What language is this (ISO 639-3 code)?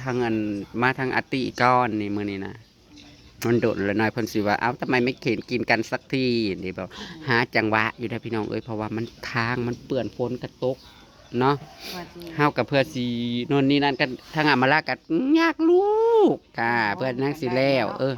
tts